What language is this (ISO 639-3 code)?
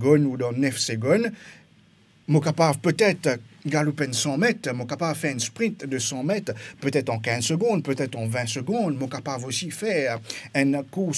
mfe